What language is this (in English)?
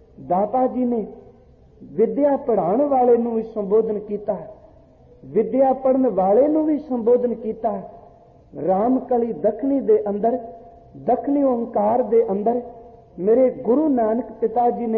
Punjabi